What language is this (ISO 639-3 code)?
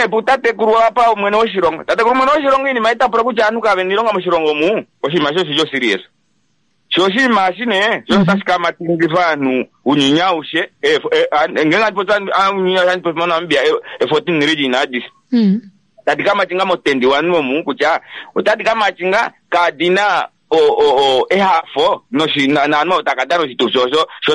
kua